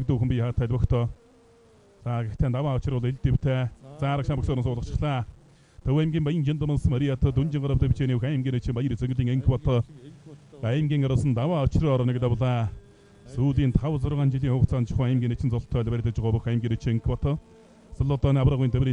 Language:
Mongolian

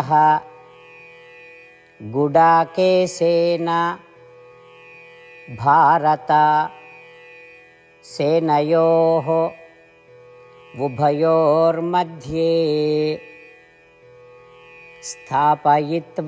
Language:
Odia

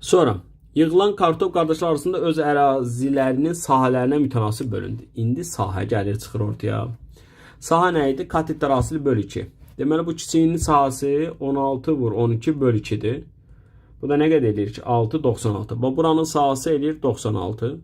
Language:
Azerbaijani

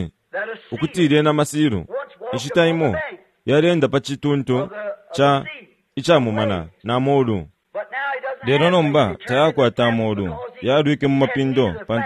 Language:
Bemba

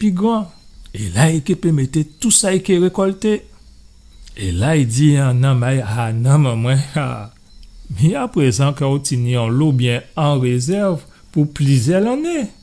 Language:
Guadeloupean Creole French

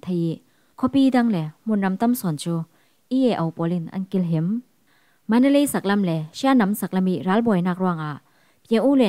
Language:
Falam Chin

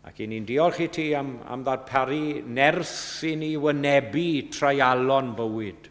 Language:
Welsh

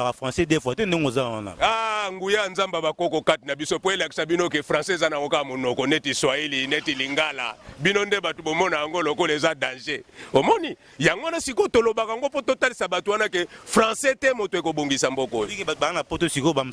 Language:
Lingala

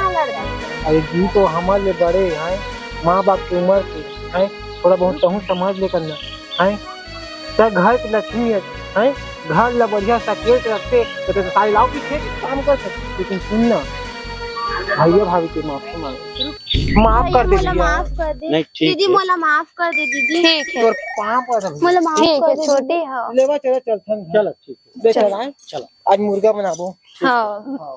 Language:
Chhattisgarhi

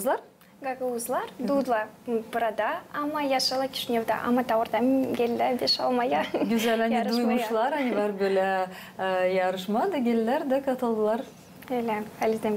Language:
Gagauz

